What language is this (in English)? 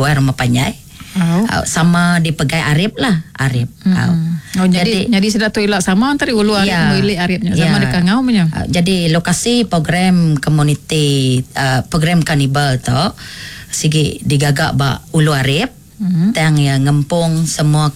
Iban